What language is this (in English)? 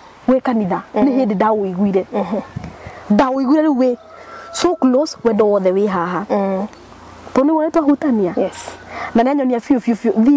Kikuyu